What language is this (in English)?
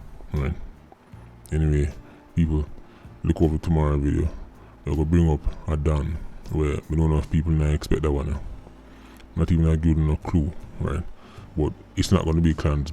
Jamaican Creole English